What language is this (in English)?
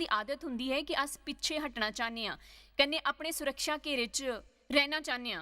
Dogri